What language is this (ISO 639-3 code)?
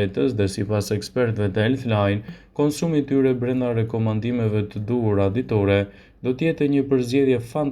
sqi